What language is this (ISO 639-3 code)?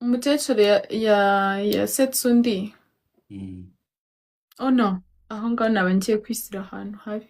kin